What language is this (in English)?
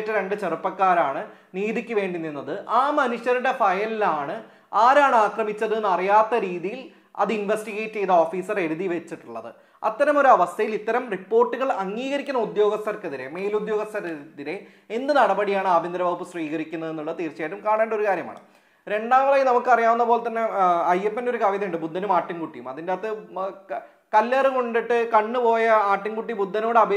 Malayalam